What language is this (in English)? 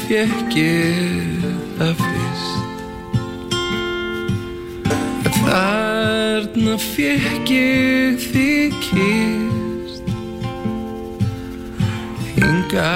Icelandic